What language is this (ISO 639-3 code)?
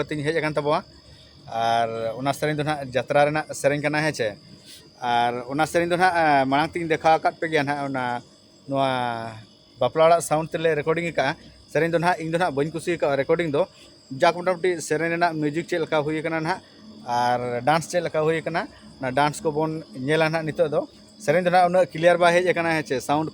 sat